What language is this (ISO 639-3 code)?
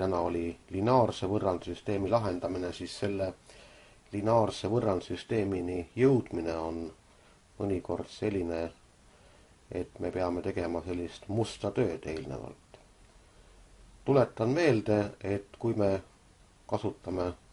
est